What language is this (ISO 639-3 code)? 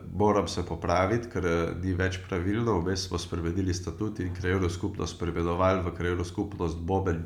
slv